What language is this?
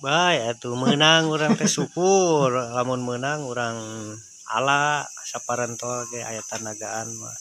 Sundanese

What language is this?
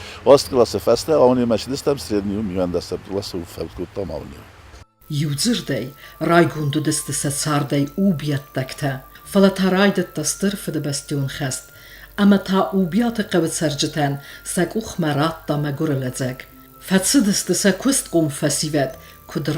Ossetic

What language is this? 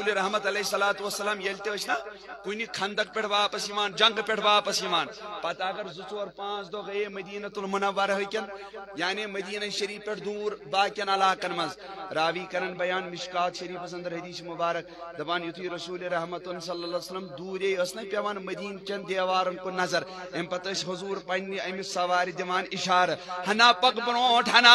Kashmiri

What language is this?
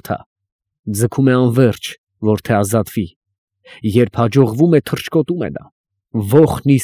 Armenian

